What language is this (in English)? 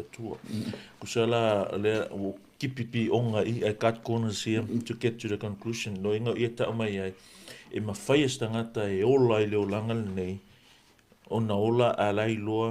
Samoan